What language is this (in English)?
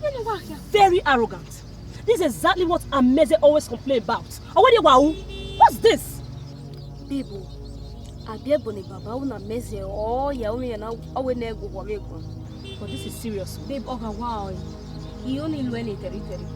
Bini